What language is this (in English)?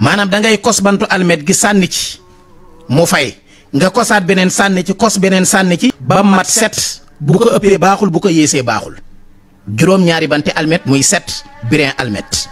Wolof